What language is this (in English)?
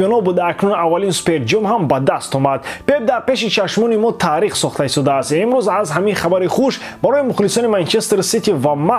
Tajik